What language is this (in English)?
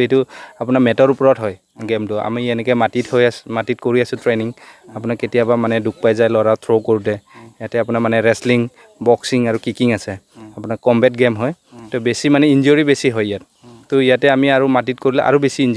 Assamese